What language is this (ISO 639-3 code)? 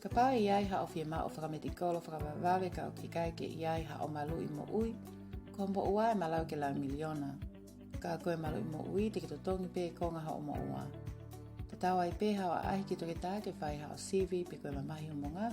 ton